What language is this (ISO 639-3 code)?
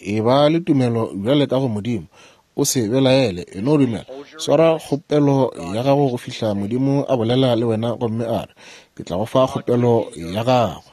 nso